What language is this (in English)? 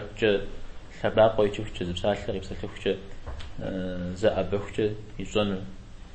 Kabardian